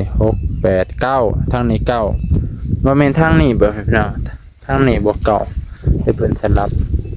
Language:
Lao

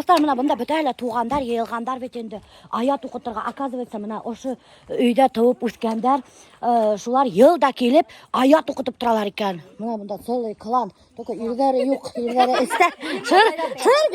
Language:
Bashkir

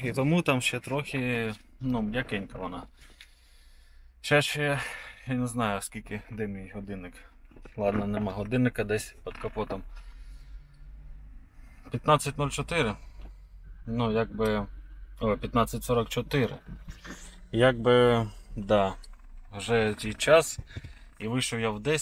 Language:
Ukrainian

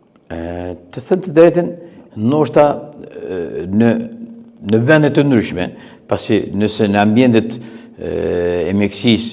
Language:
Albanian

